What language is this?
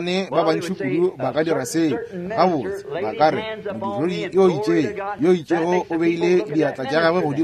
Northern Sotho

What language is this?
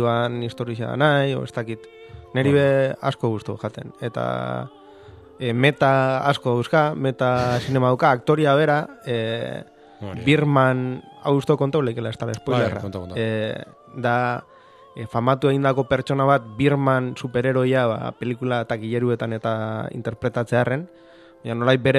Basque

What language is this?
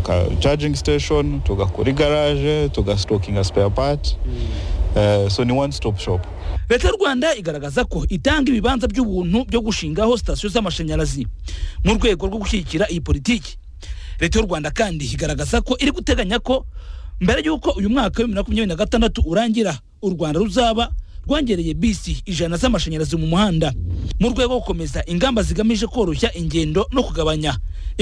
Kinyarwanda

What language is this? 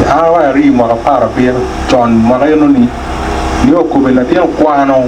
Acoli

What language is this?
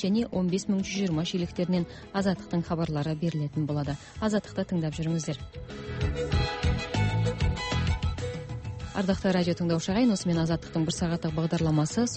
Kazakh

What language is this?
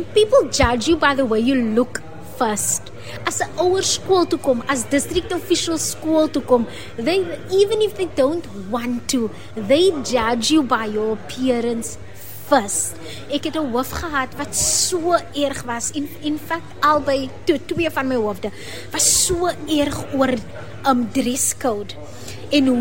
Afrikaans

